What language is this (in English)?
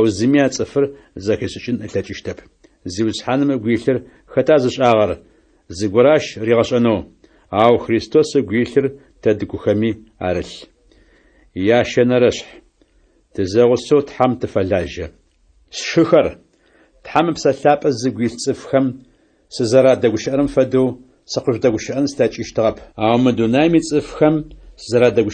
Adyghe